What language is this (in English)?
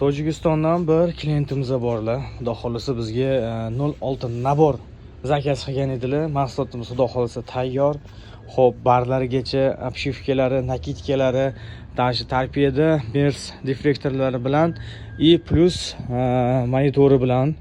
Uzbek